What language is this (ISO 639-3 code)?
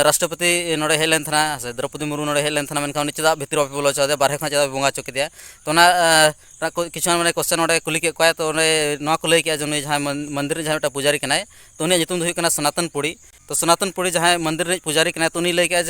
sat